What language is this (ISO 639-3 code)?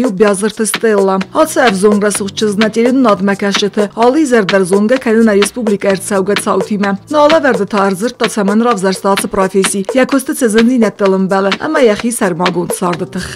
oss